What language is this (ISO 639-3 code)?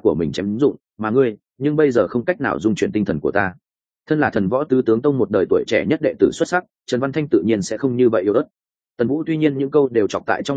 vie